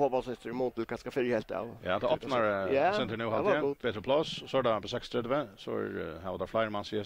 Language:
Faroese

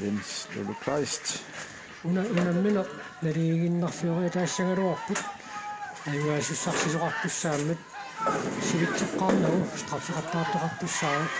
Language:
Kalaallisut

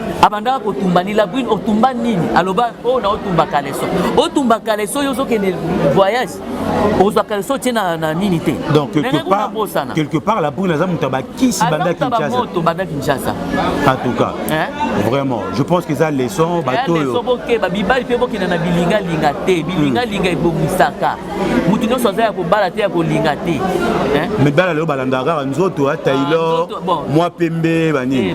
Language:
Lingala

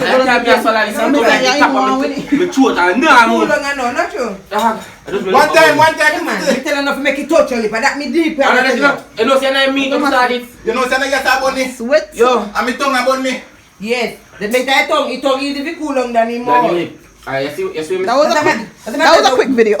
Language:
Jamaican Creole English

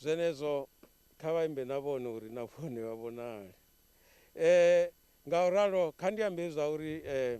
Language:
Venda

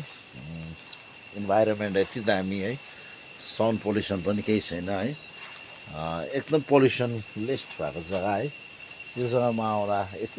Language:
Nepali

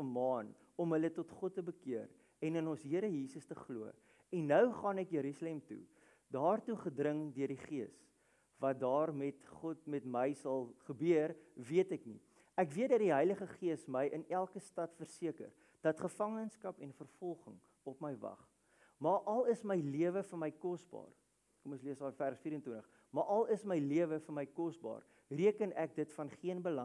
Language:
Afrikaans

